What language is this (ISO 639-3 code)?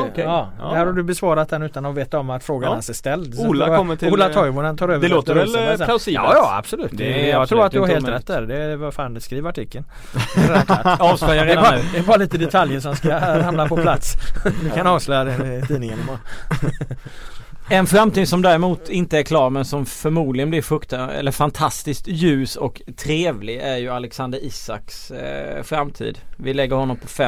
swe